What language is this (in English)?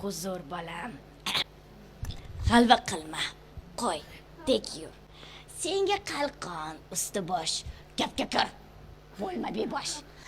Uzbek